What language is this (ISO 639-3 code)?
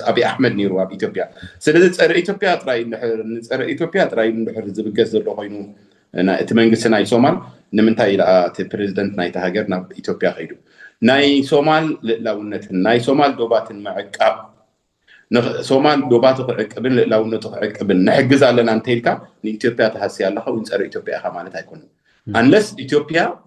tir